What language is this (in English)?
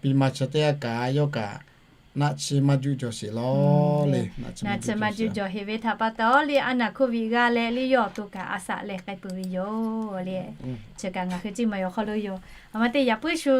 Lahu